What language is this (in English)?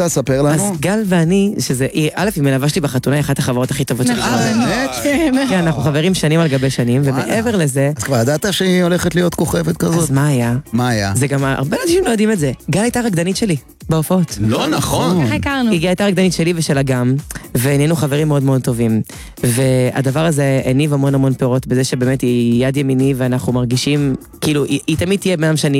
Hebrew